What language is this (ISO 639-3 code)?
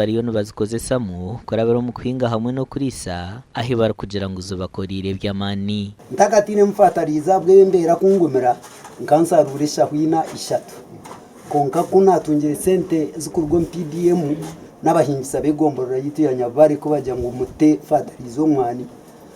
nyn